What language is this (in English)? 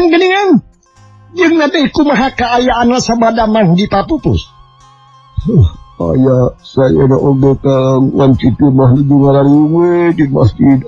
Sundanese